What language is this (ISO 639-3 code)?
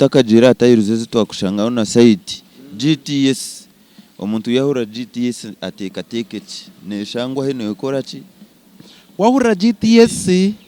nyn